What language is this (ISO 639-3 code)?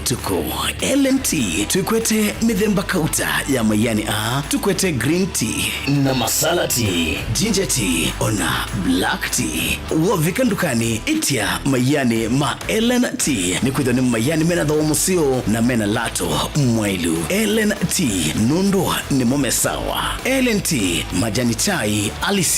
kam